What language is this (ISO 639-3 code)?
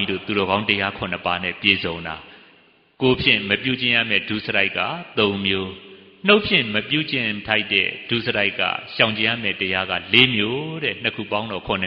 mya